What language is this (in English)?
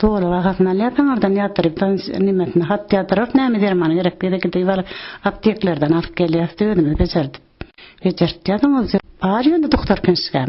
Turkmen